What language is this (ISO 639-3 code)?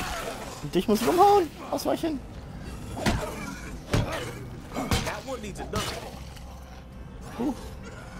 deu